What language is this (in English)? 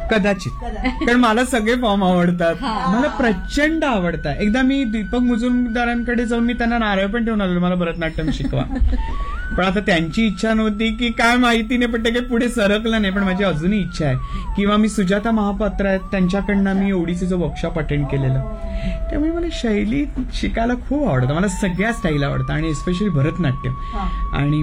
Marathi